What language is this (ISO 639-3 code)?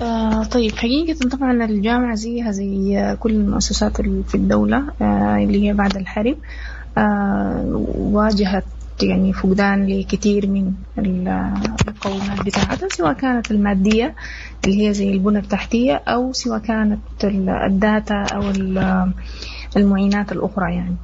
apd